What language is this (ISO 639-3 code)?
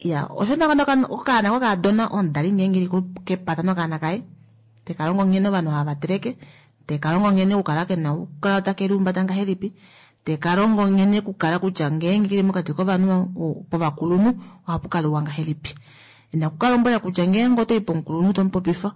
kua